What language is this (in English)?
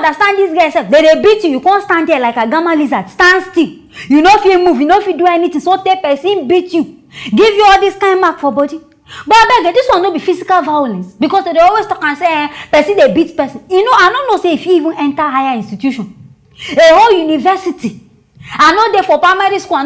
Nigerian Pidgin